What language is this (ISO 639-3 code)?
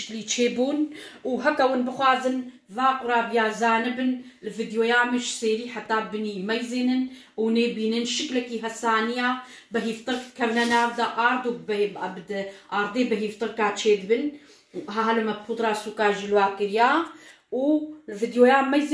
kur